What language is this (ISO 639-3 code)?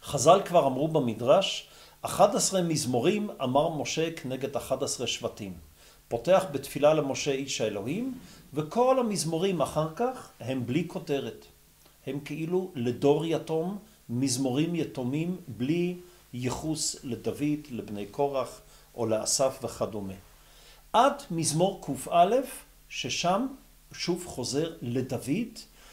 heb